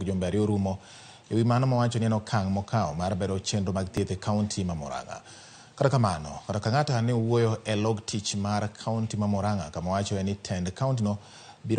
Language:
Luo (Kenya and Tanzania)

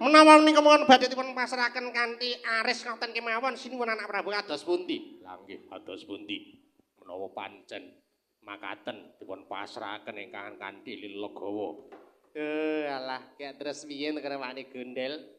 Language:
Javanese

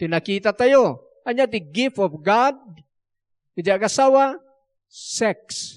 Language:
Iloko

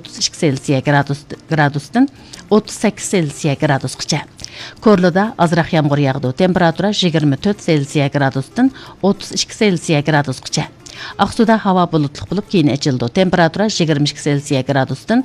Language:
Uyghur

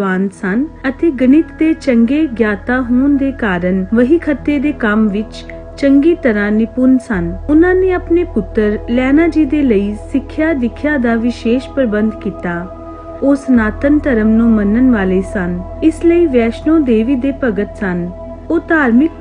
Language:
Punjabi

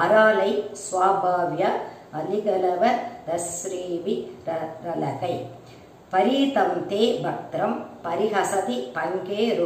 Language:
Tamil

